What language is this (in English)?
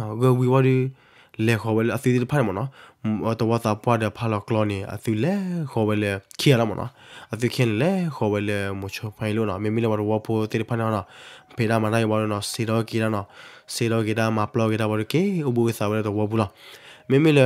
S'gaw Karen